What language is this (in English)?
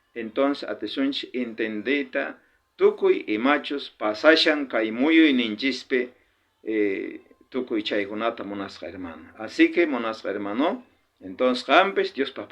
South Bolivian Quechua